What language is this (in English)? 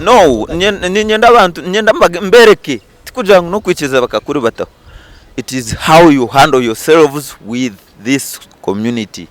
Nyankole